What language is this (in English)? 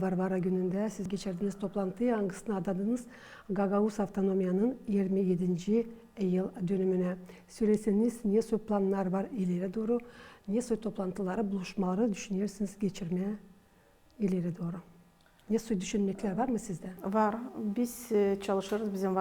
Gagauz